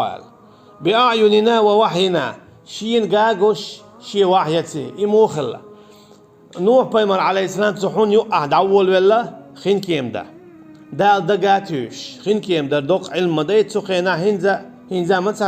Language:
Chechen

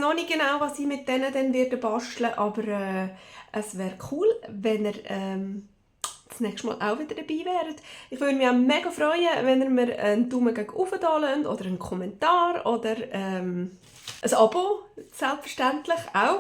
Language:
Swiss German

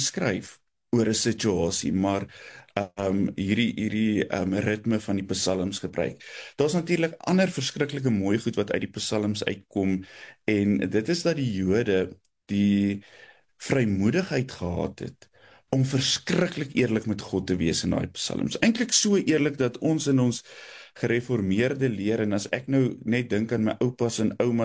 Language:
Afrikaans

